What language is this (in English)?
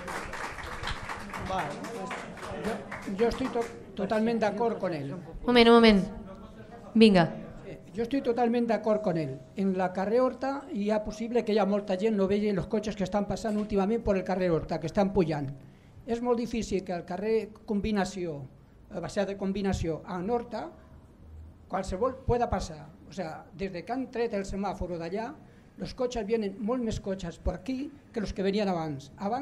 Catalan